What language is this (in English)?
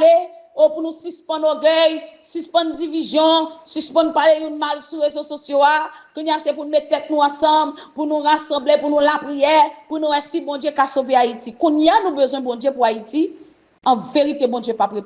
Haitian Creole